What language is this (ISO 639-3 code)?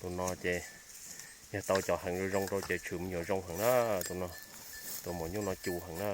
hmn